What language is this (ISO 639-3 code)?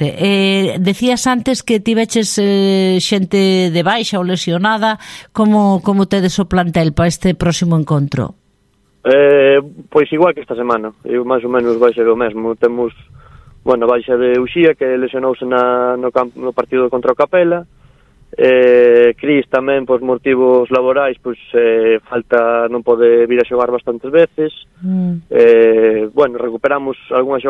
glg